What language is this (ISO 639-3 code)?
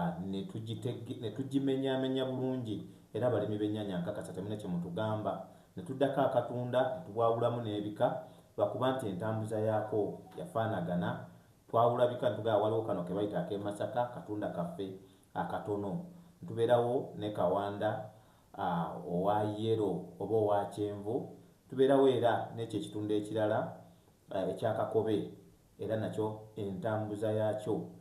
lug